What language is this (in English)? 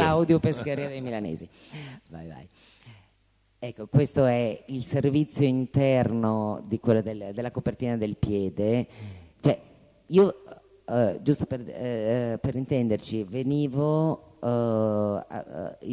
Italian